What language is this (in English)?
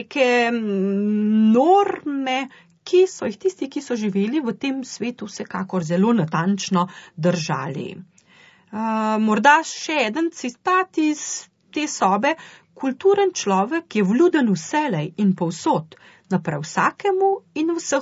Slovenian